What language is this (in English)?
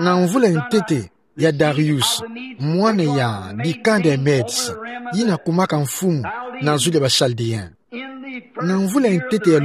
Kituba (Democratic Republic of Congo)